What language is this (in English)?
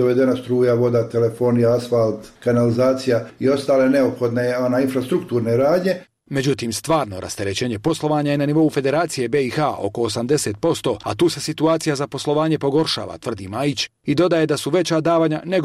Bosnian